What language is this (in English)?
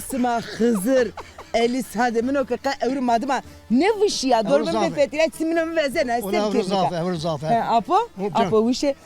Zaza